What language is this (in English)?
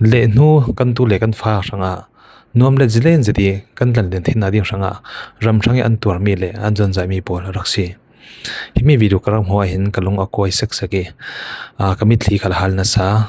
Falam Chin